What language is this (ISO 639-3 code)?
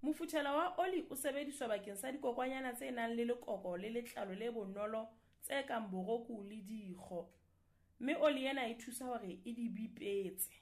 sot